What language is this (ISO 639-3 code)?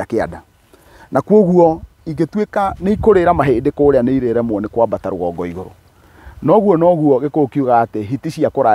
kik